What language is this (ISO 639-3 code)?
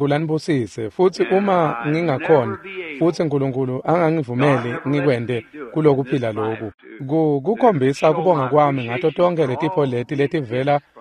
ssw